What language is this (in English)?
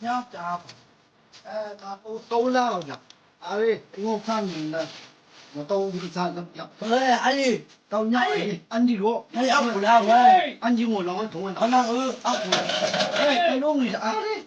Chang Naga